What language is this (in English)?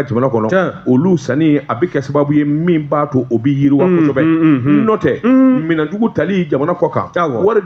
Bambara